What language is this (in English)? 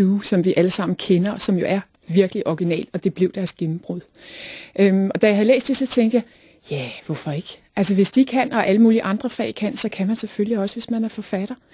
Danish